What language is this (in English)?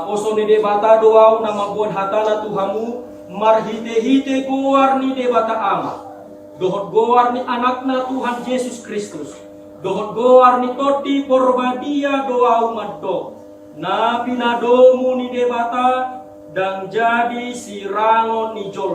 Batak Toba